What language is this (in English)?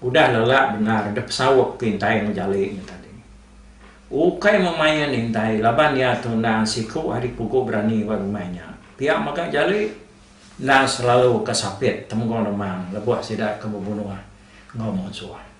Iban